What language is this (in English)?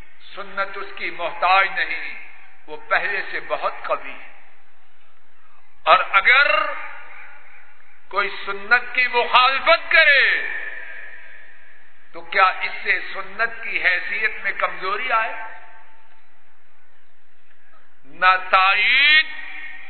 Urdu